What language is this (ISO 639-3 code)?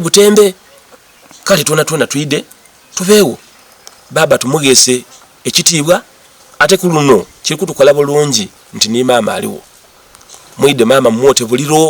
xog